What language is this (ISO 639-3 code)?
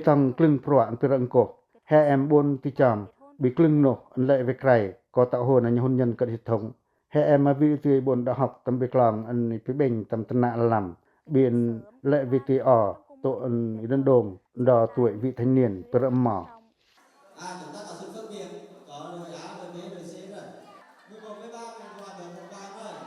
pac